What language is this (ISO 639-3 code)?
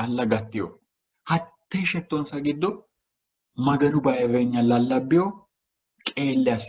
sid